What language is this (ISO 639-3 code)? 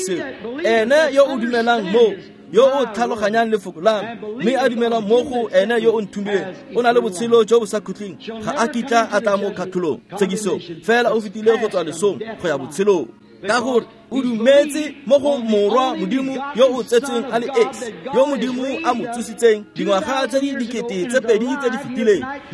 tsn